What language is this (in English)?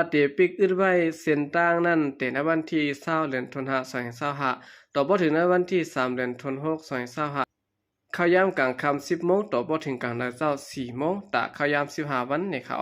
Shan